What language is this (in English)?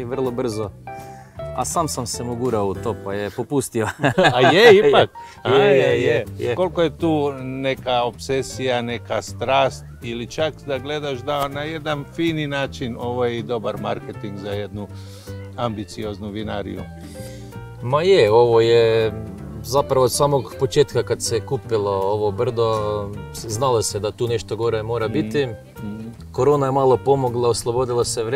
Croatian